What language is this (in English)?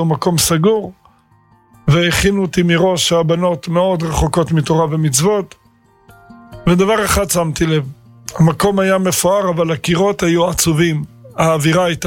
Hebrew